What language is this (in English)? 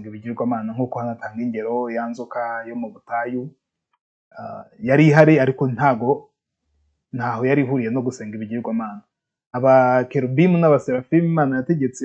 Kinyarwanda